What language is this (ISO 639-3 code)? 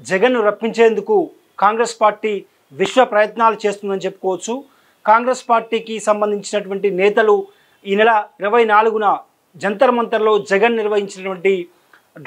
tel